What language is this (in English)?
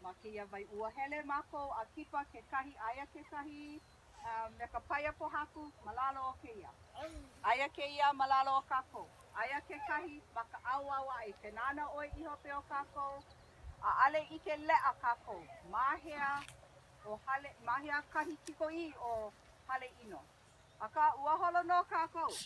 Hawaiian